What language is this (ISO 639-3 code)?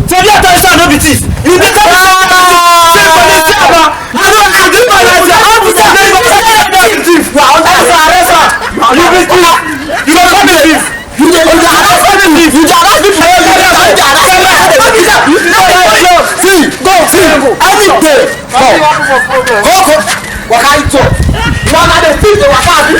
pcm